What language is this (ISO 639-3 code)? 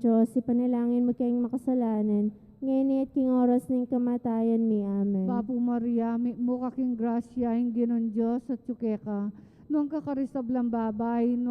pam